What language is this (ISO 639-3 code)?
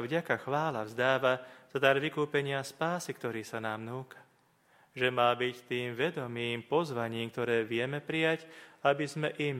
slk